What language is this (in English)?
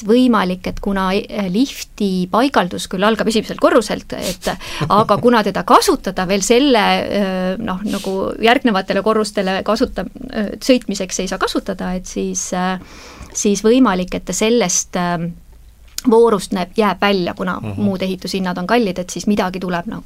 Estonian